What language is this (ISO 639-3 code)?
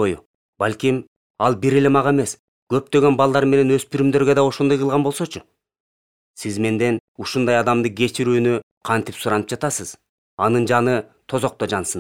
kir